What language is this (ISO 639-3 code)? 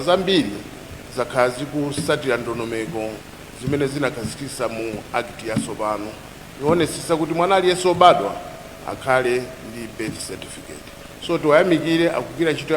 nya